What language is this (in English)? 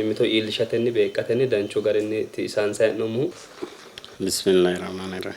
Sidamo